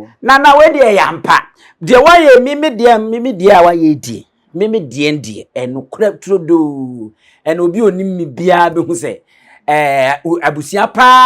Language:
Akan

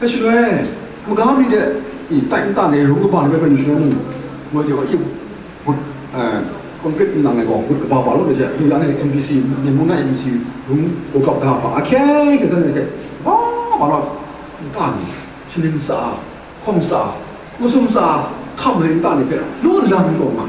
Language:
Kachin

